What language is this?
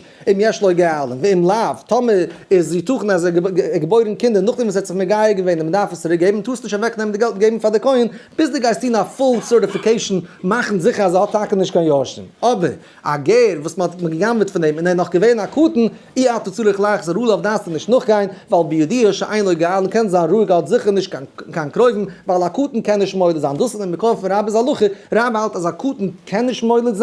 Yiddish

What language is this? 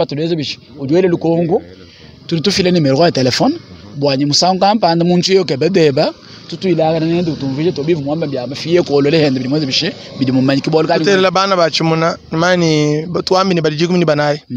Luba-Lulua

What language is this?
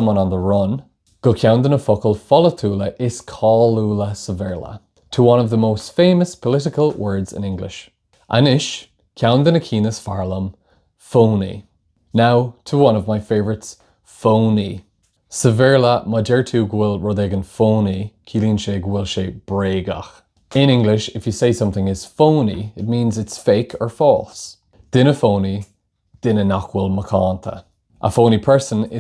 Irish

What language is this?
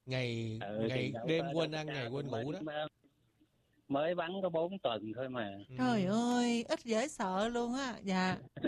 Vietnamese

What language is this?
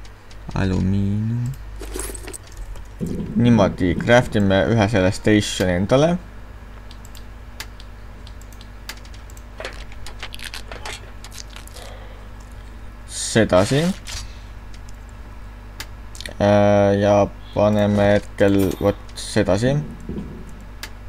Estonian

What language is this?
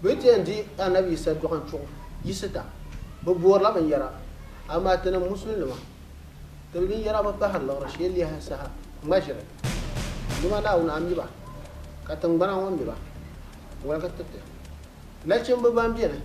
Dagbani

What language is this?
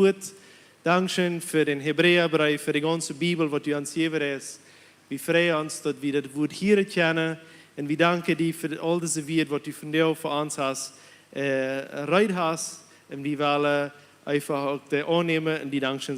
Plautdietsch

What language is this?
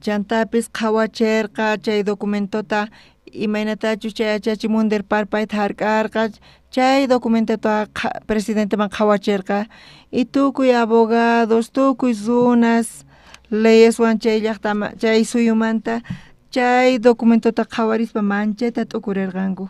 South Bolivian Quechua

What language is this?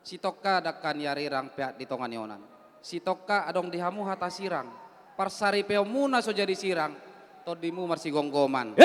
Batak Toba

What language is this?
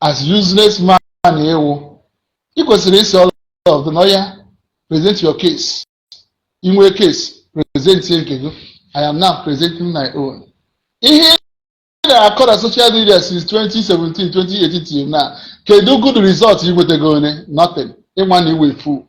Igbo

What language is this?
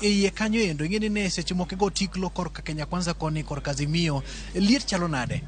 Luo (Kenya and Tanzania)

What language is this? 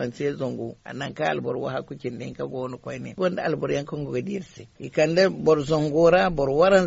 Zarma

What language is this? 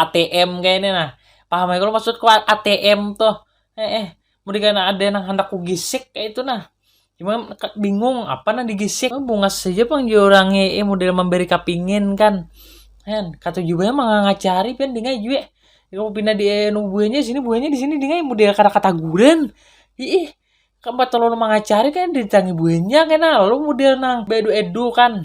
Banjar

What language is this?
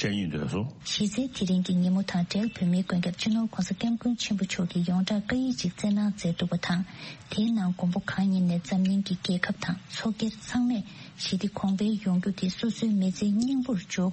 Tibetan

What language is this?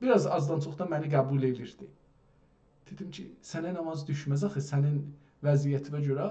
South Azerbaijani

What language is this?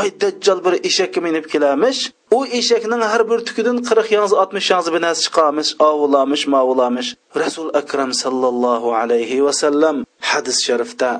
Uyghur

